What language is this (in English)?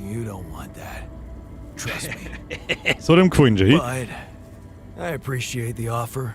Bavarian